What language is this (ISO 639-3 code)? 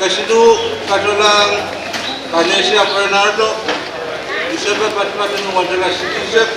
pon